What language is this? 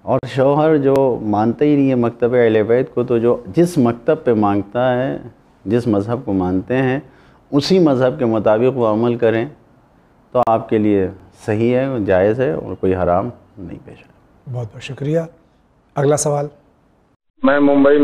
Urdu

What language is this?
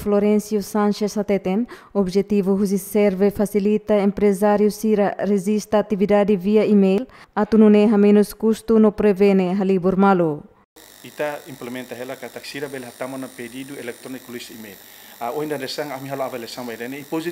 Tetum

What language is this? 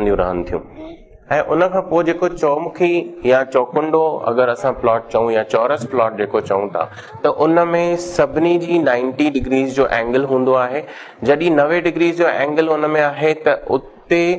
Sindhi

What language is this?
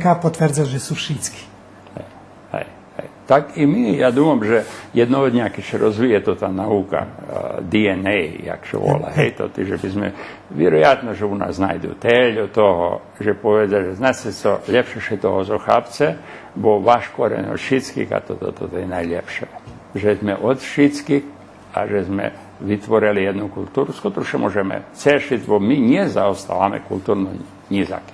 Rusyn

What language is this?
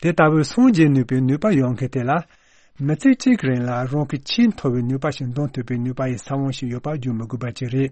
Tibetan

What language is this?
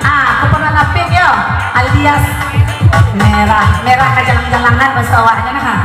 Minangkabau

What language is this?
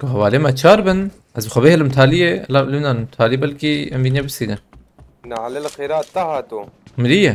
Kurdish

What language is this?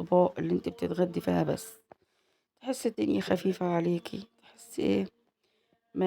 Egyptian Arabic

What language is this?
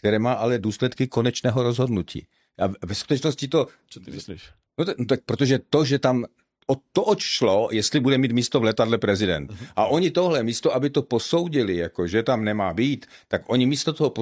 Czech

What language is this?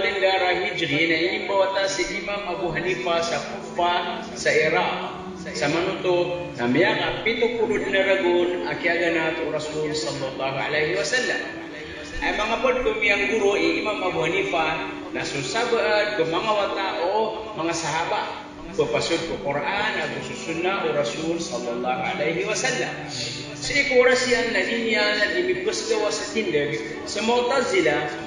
Maranao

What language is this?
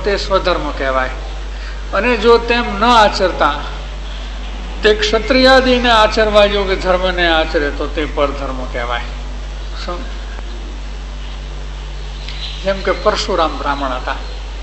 Gujarati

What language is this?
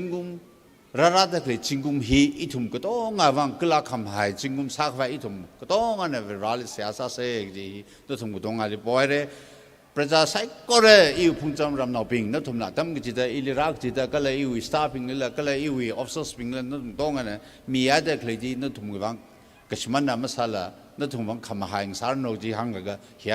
Tangkhul Naga (India)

